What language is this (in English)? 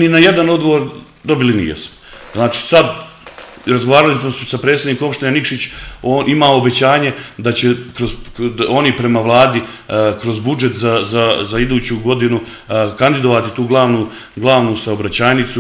Serbian